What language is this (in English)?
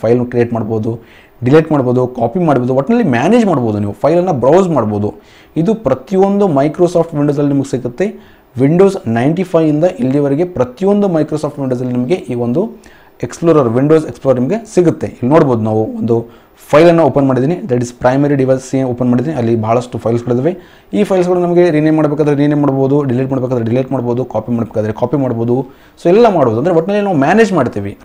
Kannada